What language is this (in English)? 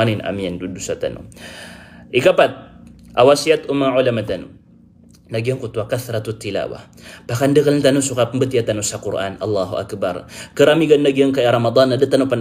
Maranao